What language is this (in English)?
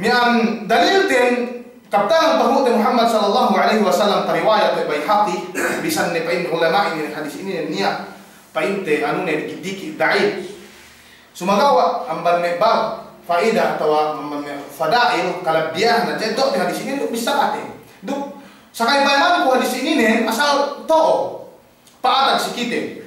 Yakan